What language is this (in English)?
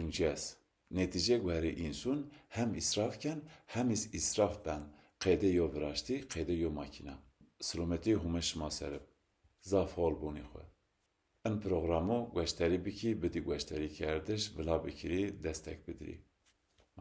Zaza